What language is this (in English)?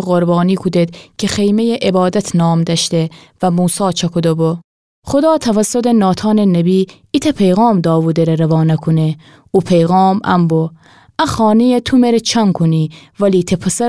Gilaki